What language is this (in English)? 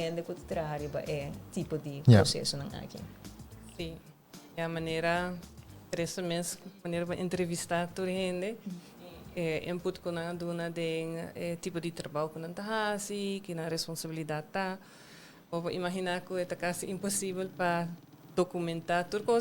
Papiamento